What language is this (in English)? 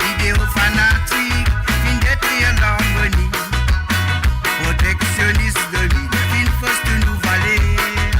Morisyen